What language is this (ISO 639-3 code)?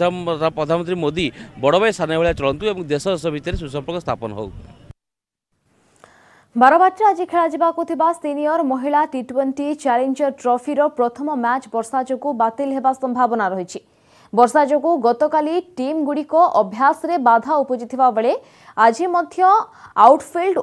ori